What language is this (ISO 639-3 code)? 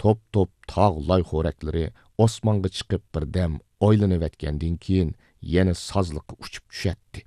uig